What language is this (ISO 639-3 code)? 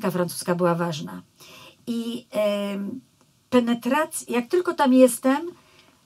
pol